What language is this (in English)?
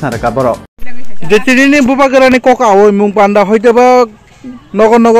Kok Borok